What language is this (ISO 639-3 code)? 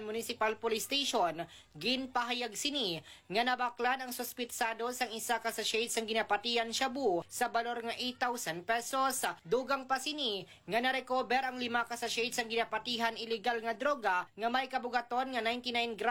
hil